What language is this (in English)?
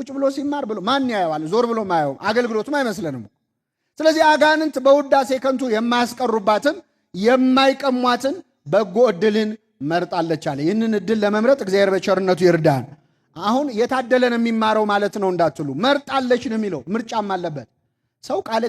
Amharic